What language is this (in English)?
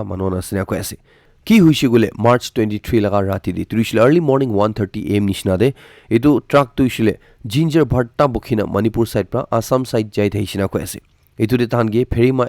Naga Pidgin